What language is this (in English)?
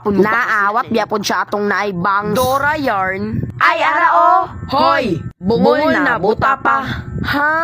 Cebuano